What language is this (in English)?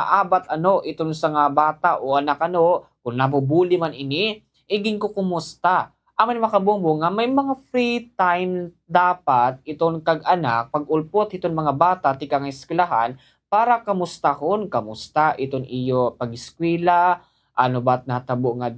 Waray